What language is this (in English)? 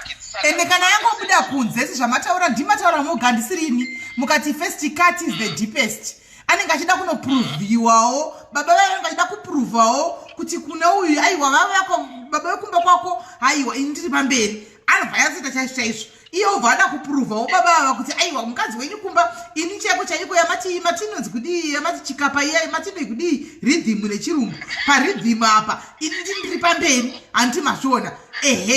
Shona